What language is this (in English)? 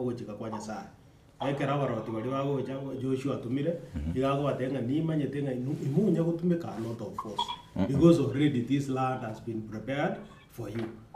Gusii